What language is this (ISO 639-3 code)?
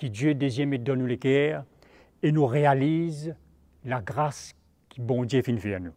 mfe